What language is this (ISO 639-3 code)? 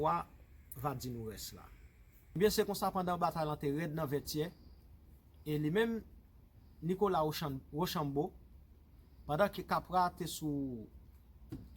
hat